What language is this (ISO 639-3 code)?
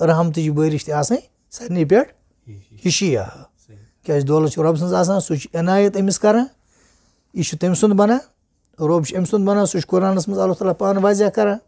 kas